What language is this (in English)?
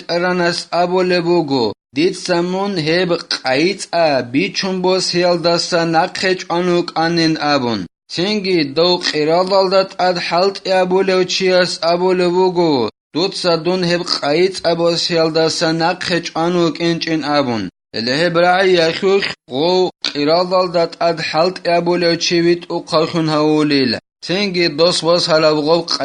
Avaric